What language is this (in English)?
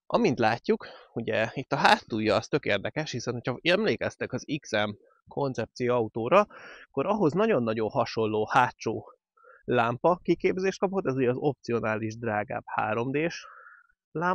Hungarian